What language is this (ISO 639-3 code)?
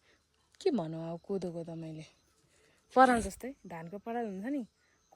nep